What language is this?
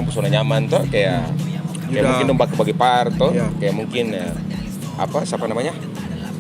Ambonese Malay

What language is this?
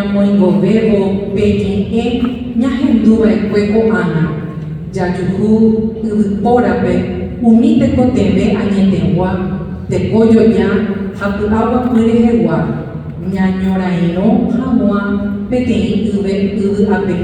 Guarani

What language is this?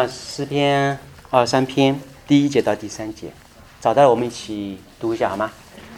Chinese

